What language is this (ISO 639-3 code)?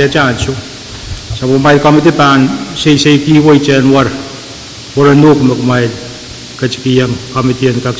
pon